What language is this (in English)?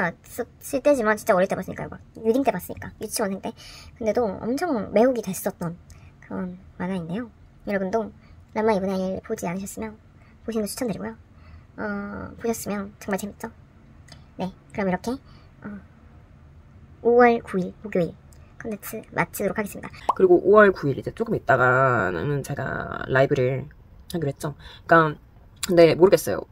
Korean